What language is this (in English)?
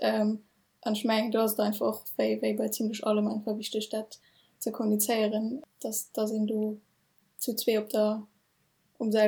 Luxembourgish